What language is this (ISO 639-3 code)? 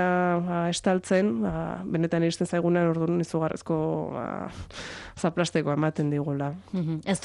eus